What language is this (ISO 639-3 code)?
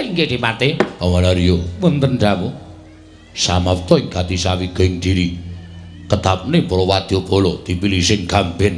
jav